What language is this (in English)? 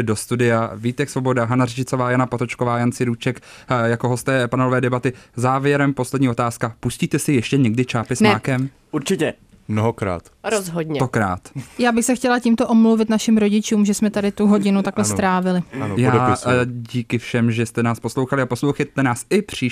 Czech